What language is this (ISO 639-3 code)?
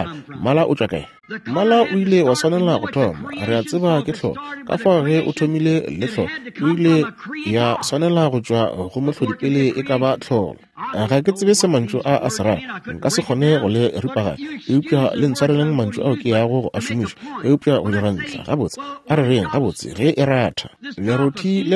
nso